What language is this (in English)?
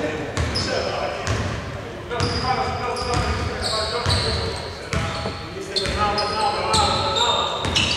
Greek